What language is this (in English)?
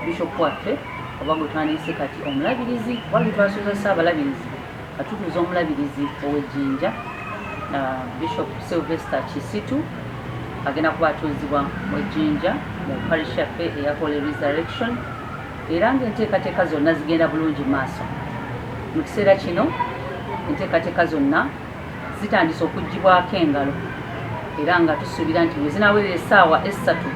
Soga